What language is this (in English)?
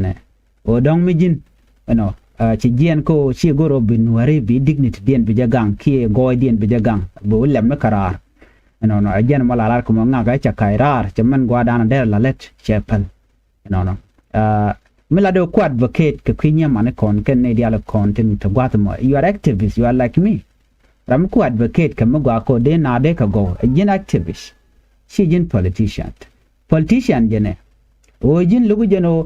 Nuer